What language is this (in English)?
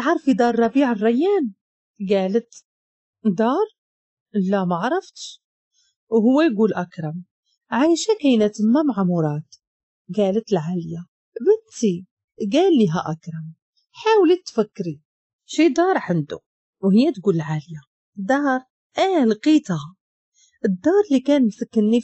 Moroccan Arabic